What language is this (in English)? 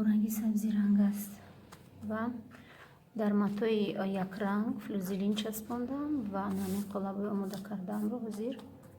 Tajik